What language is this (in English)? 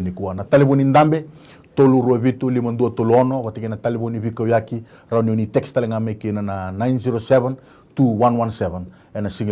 Fijian